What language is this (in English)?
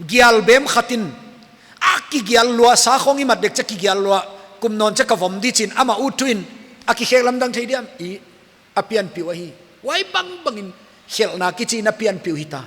Paite Chin